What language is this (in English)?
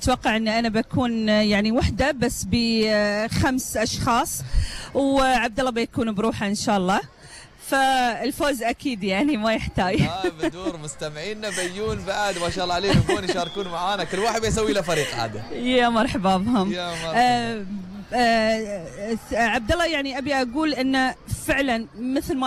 Gulf Arabic